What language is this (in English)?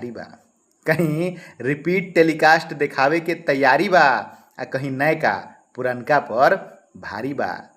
Bhojpuri